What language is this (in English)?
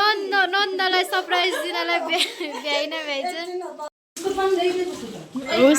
Nepali